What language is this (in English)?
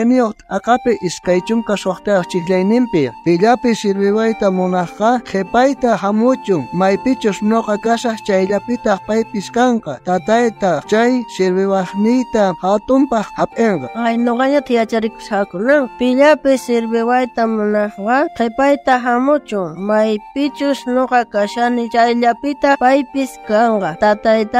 South Bolivian Quechua